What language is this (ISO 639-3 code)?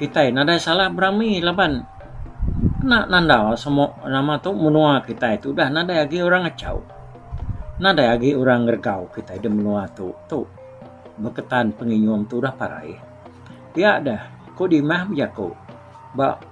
iba